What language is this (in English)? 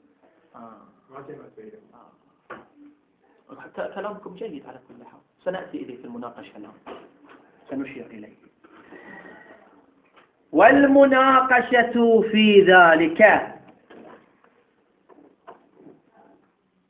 Arabic